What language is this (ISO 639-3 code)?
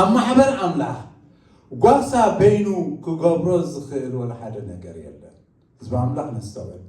tir